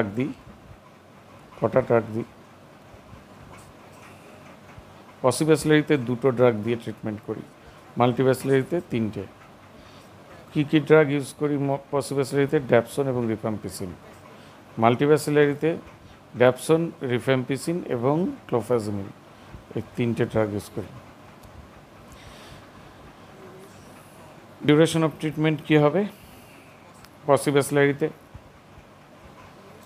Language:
Bangla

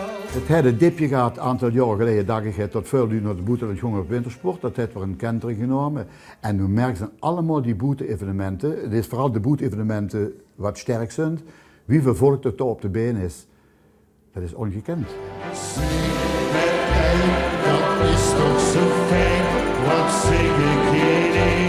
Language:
Limburgish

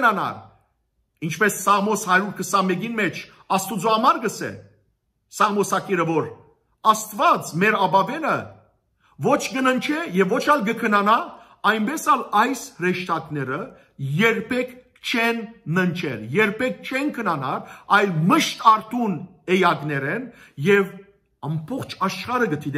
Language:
Western Armenian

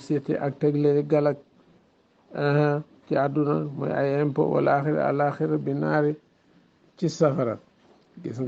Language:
Wolof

